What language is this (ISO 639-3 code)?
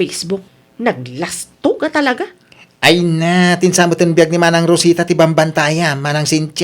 ilo